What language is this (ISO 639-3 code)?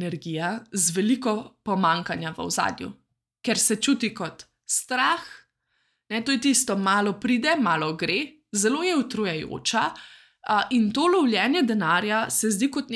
slv